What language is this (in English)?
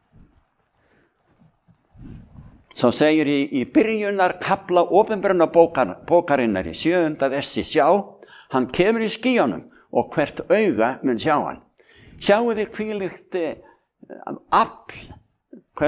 Icelandic